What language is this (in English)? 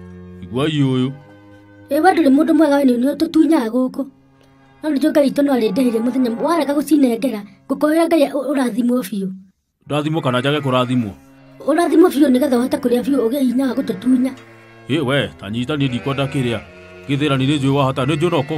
Kikuyu